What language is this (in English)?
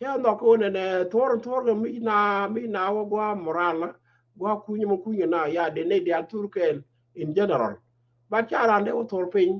Nuer